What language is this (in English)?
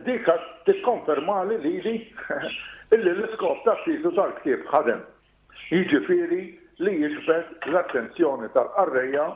Maltese